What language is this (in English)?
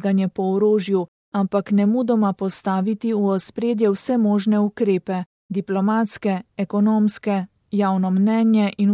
Slovenian